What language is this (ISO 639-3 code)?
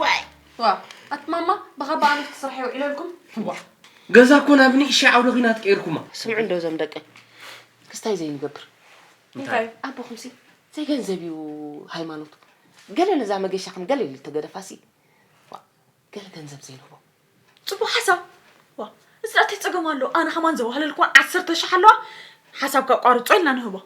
tir